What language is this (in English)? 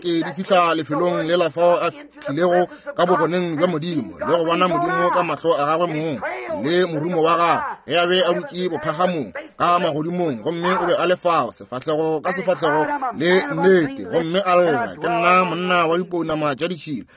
Northern Sotho